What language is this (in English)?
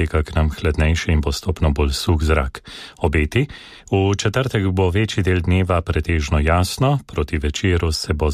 Slovenian